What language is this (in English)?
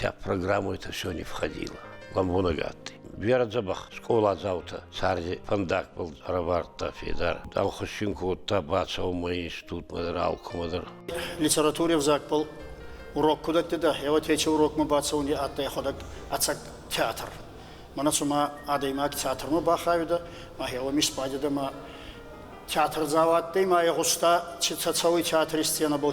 Ossetic